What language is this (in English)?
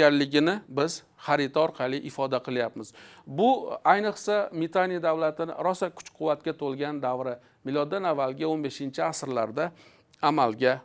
Uzbek